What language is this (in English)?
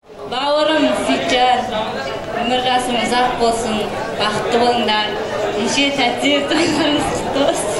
Kazakh